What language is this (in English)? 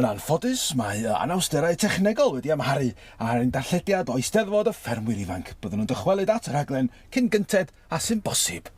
Welsh